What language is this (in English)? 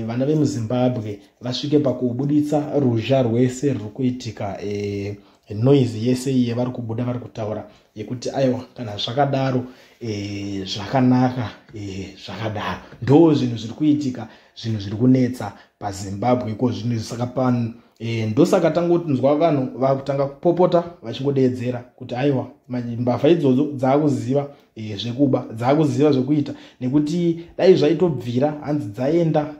Shona